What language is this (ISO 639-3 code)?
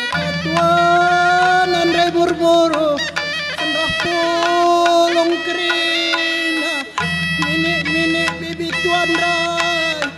btx